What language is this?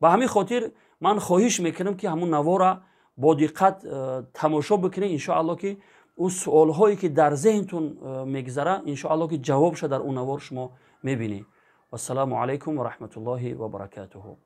Tajik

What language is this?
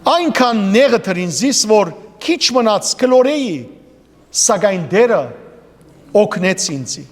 Western Armenian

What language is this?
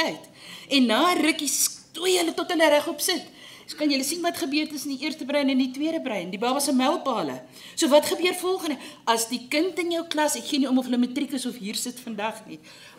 Afrikaans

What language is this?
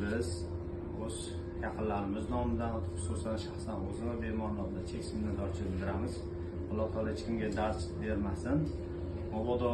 Uzbek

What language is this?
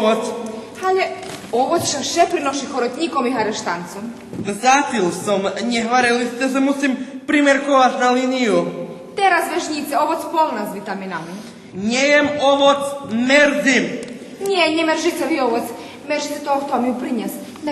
Rusyn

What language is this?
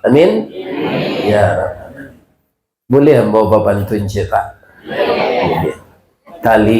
Minangkabau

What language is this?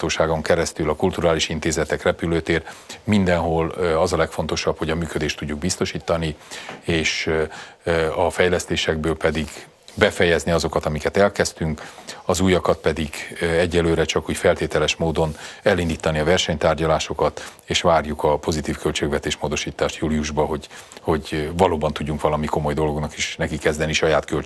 Hungarian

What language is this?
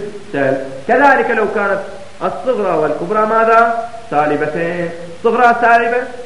Arabic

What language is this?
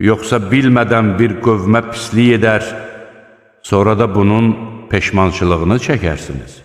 Azerbaijani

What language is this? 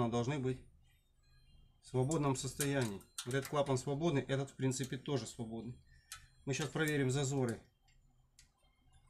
Russian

